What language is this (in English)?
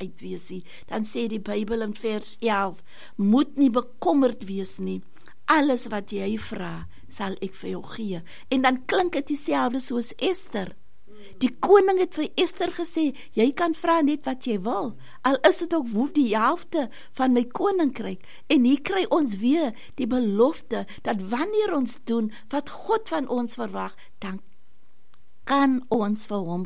Afrikaans